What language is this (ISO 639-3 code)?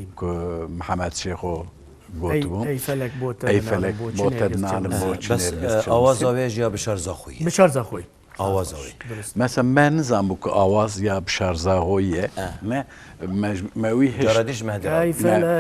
kur